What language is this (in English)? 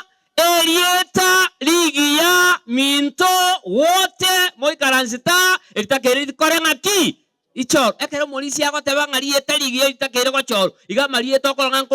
Gusii